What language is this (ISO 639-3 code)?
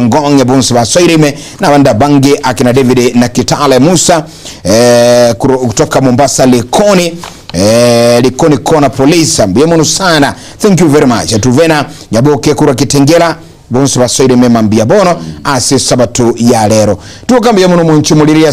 guz